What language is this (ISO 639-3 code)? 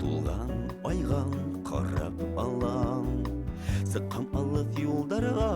bak